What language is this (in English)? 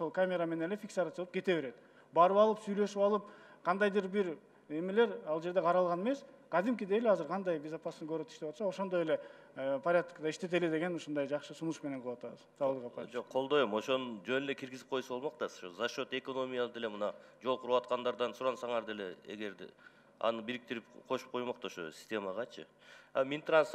Kyrgyz